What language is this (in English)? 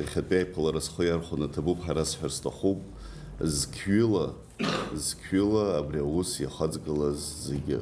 Abkhazian